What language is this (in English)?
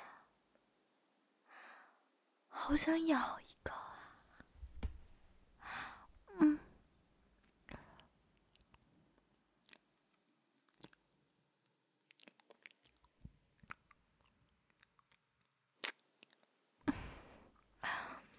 Chinese